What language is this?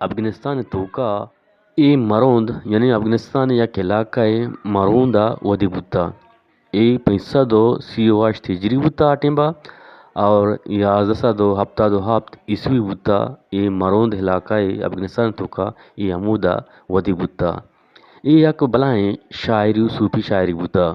Eastern Balochi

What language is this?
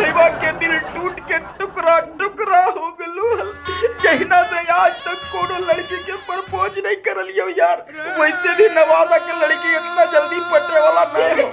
Magahi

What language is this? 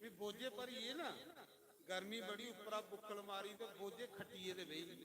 Dogri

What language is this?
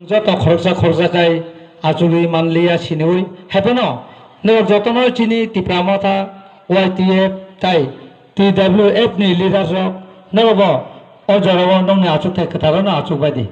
Kok Borok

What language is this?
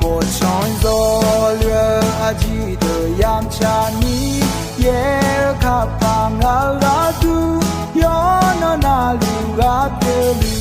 Akha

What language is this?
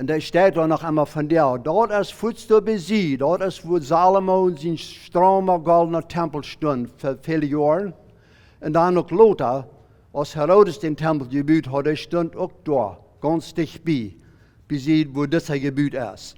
Plautdietsch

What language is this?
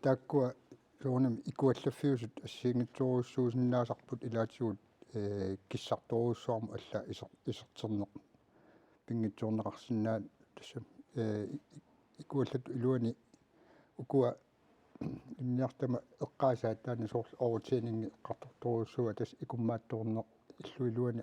Kalaallisut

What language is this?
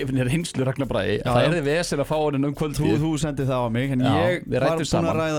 Icelandic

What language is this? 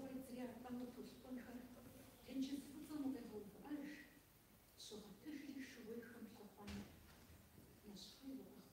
Kabardian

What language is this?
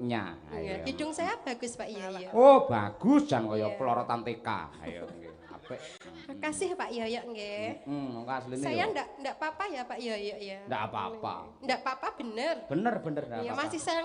Javanese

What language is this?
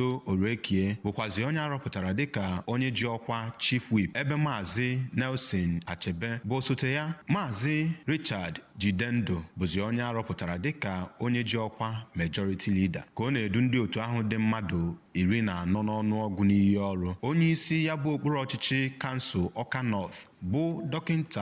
Igbo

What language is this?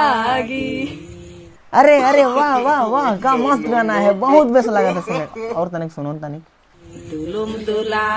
Sadri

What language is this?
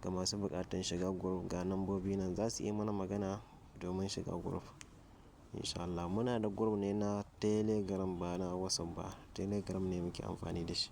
Hausa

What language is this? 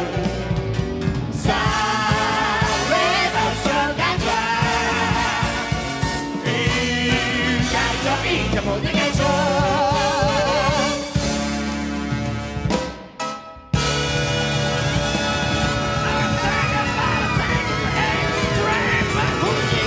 Japanese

